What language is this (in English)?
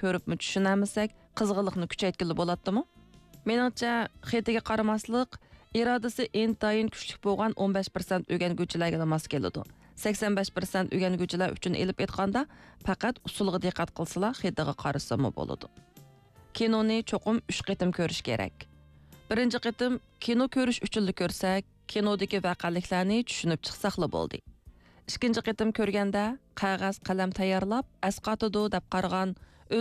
Uyghur